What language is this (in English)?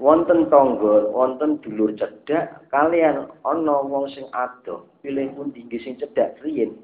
Javanese